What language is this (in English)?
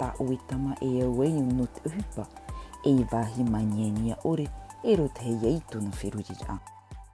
Tahitian